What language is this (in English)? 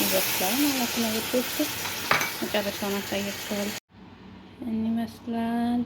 Amharic